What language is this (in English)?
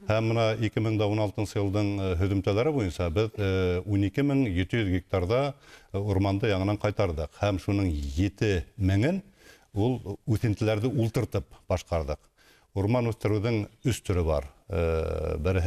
Bashkir